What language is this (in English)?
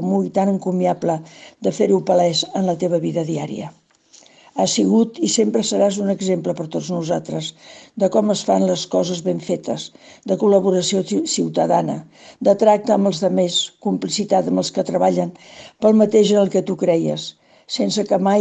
Catalan